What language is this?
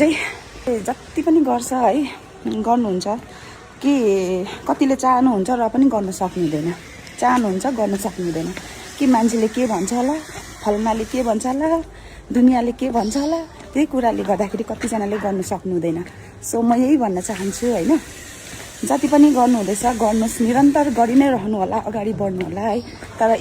Nepali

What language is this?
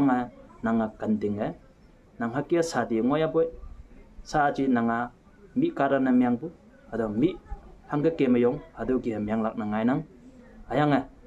Konyak Naga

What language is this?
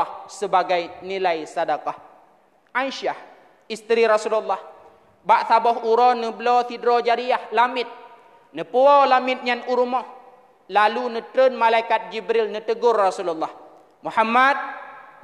Achinese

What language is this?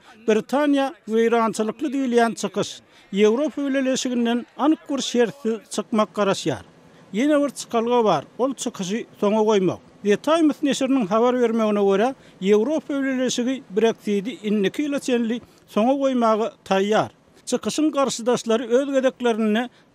Turkmen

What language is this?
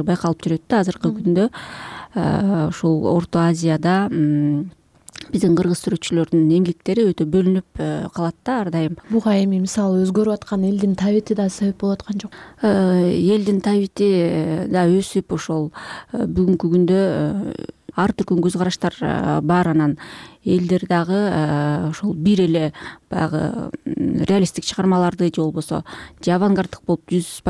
Kyrgyz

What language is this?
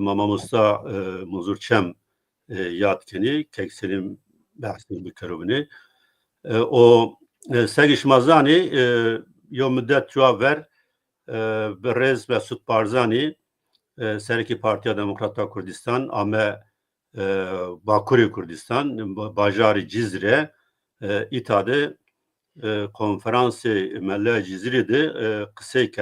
Zaza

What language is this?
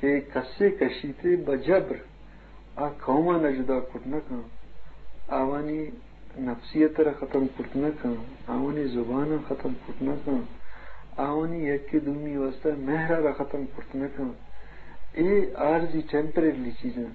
Eastern Balochi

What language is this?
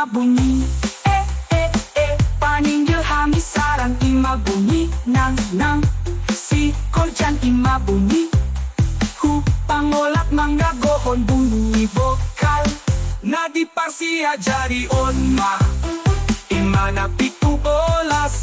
Batak Simalungun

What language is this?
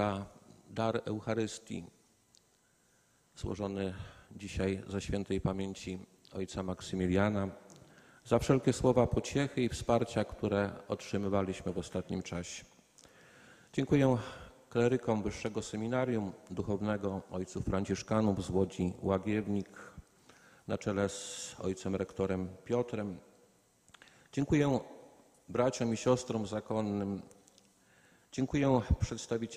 Polish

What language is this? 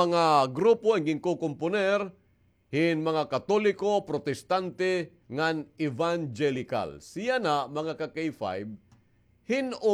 Waray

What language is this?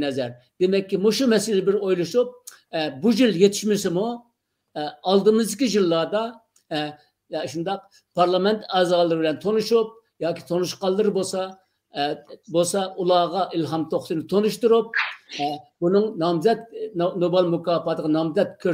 Uyghur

